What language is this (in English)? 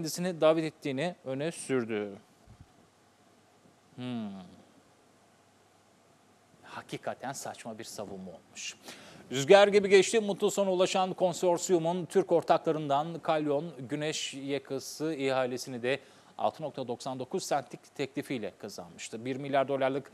Turkish